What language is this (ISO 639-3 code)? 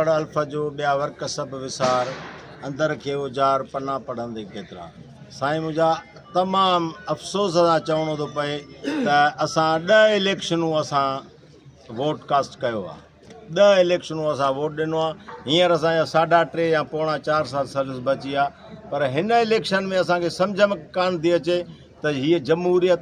snd